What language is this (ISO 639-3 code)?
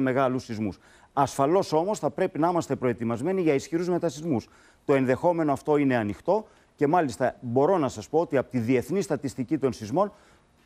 ell